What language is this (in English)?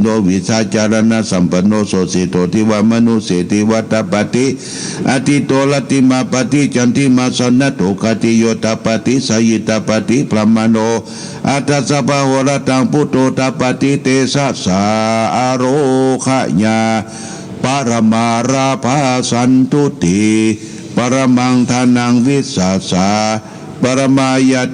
Pali